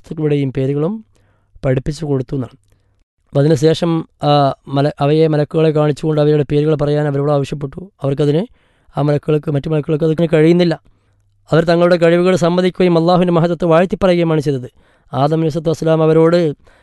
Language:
Malayalam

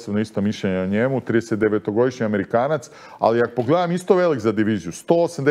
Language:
Serbian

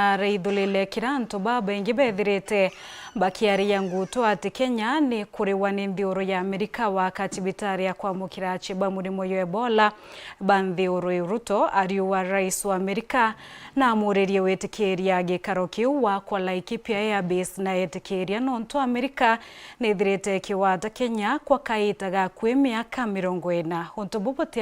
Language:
Meru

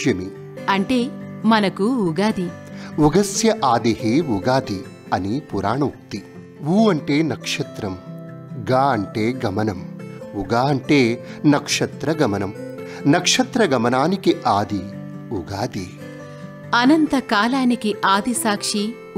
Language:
Telugu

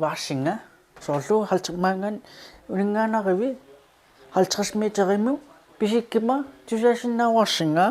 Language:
Kalaallisut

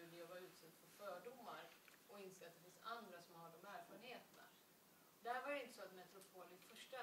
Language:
Swedish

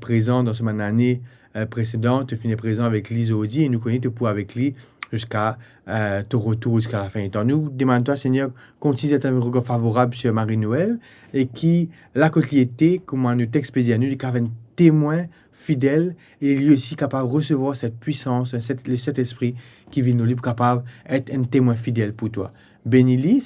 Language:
Morisyen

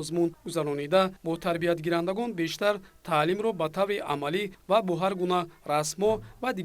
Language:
Tajik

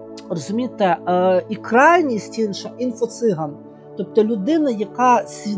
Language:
Ukrainian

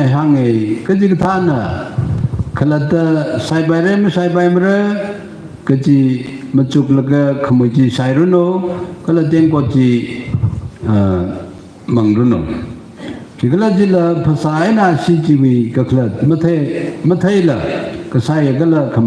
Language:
Tangkhul Naga (India)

